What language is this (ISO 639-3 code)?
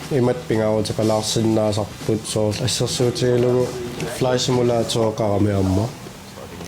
kal